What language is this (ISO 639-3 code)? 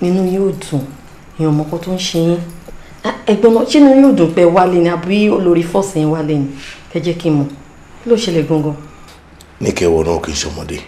yor